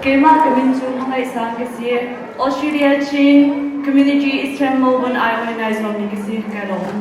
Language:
Hakha Chin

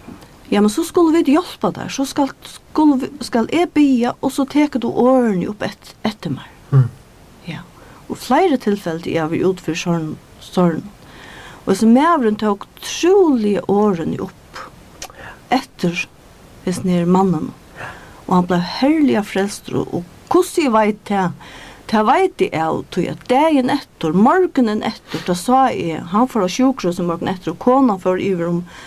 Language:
Faroese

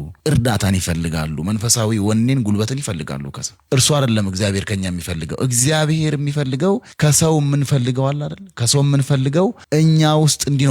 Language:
Amharic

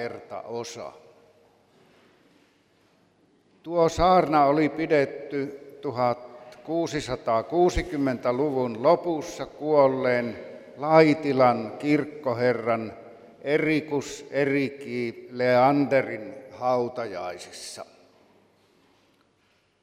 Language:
Finnish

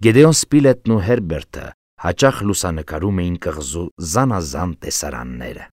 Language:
Armenian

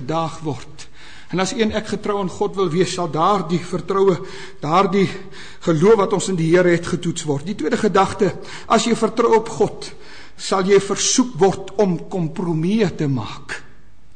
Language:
Afrikaans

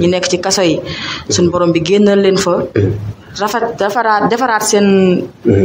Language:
Wolof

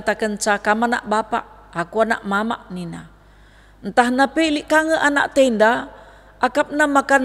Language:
Batak Karo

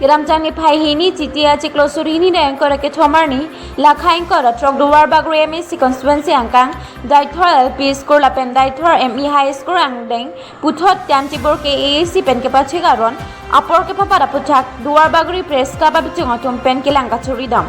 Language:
Karbi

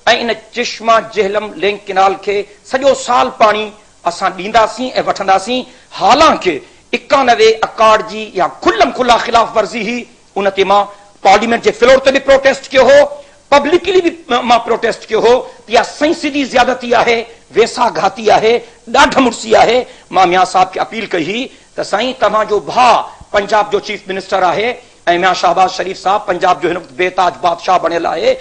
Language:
Sindhi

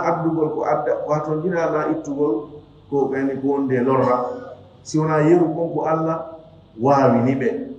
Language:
Fula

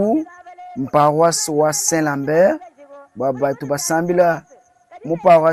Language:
Luba-Lulua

